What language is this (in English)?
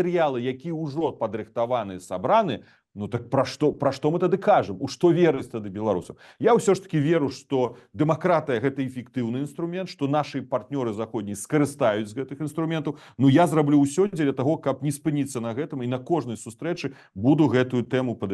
Belarusian